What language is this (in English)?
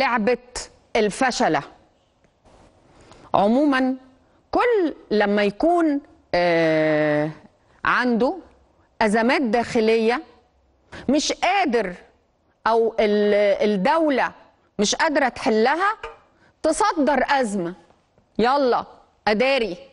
Egyptian Arabic